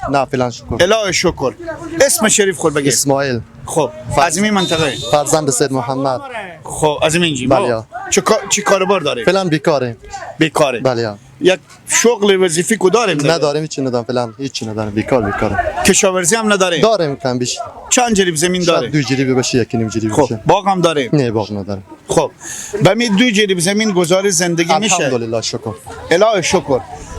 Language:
Persian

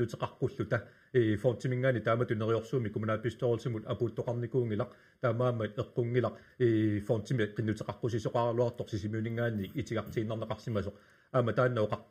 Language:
Kalaallisut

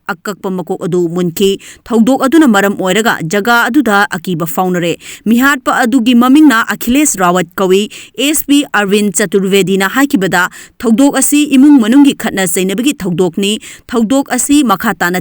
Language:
Manipuri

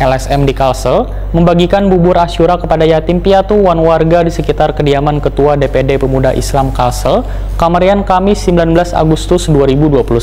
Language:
Banjar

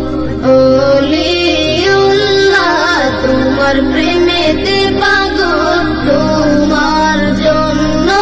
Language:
Bangla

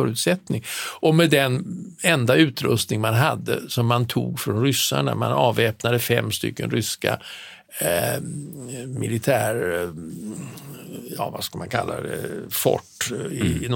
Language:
Swedish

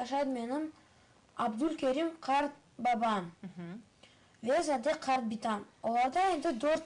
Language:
Crimean Tatar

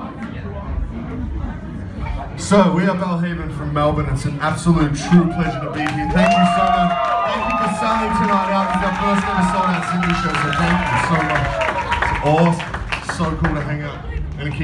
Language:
English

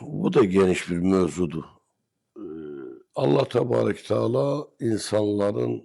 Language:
Azerbaijani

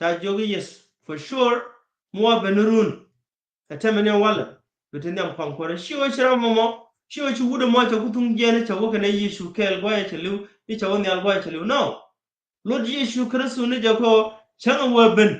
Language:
Nuer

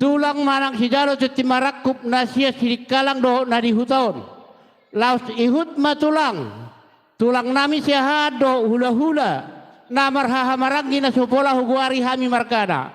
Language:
Batak Toba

